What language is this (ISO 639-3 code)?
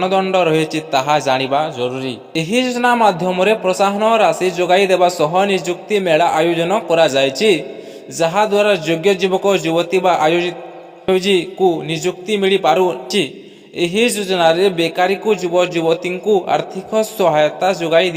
ori